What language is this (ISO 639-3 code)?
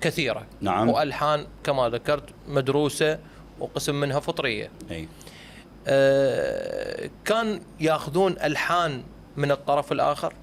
acm